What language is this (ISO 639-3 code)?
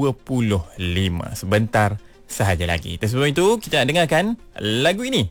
msa